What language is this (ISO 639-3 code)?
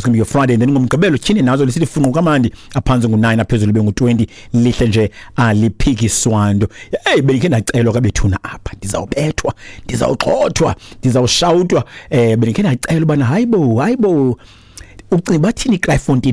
xho